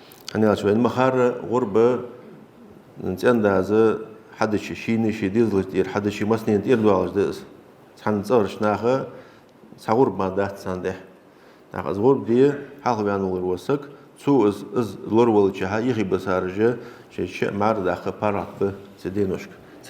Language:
Ingush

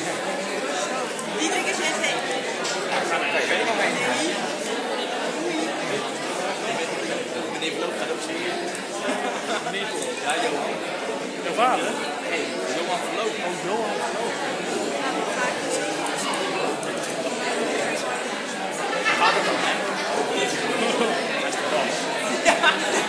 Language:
Dutch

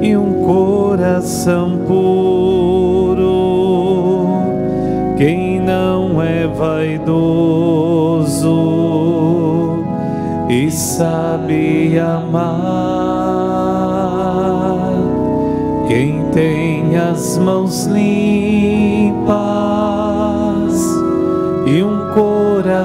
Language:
Portuguese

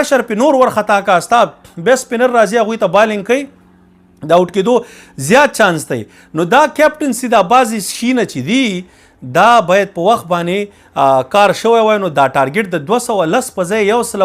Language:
Pashto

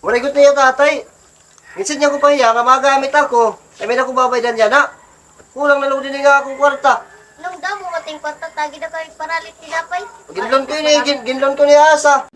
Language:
Waray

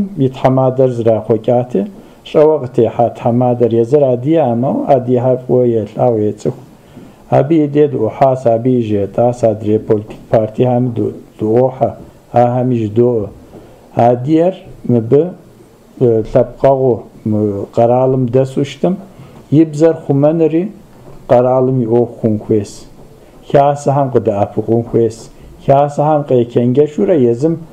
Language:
Kabardian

